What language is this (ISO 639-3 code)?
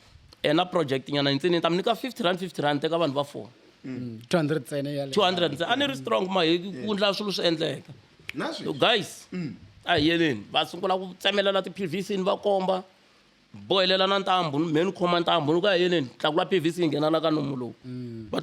tso